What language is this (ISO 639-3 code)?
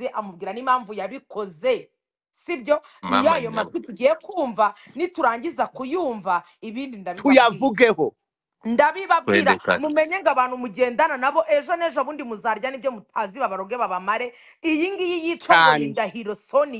kin